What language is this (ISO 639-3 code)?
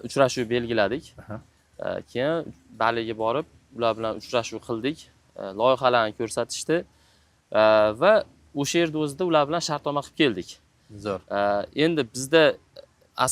uzb